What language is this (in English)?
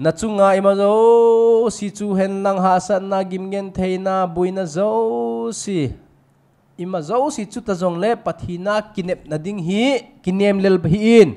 Thado Chin